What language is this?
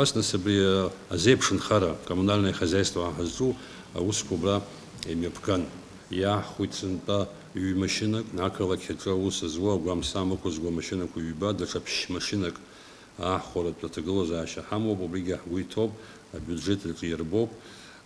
Abkhazian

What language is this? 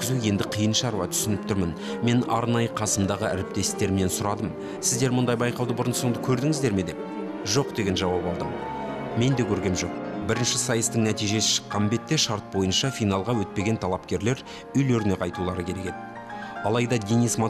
Kazakh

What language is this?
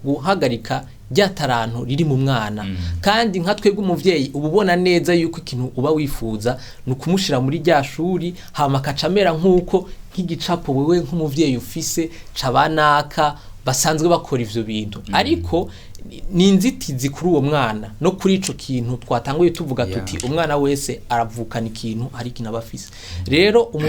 Rundi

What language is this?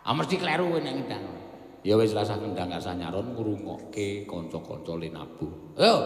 Javanese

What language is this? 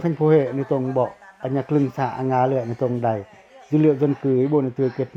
Pacoh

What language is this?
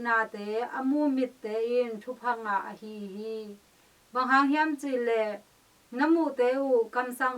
Tedim Chin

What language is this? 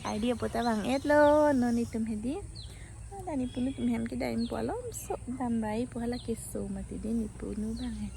Karbi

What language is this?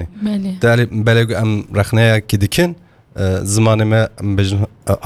Kurdish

